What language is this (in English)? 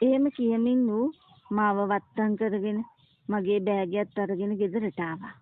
Sinhala